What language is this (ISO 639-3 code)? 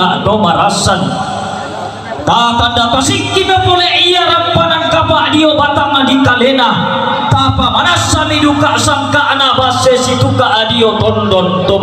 sda